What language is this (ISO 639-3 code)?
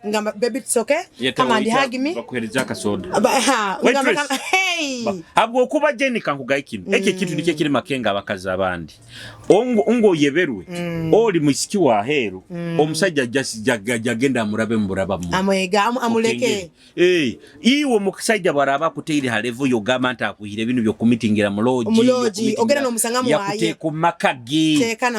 nyo